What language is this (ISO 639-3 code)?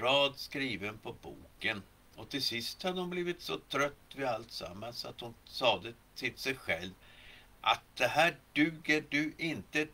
swe